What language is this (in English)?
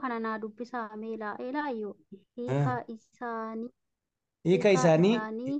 Oromo